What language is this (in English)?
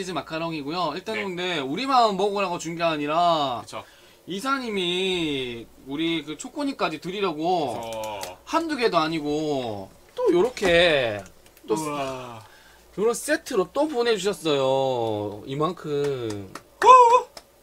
Korean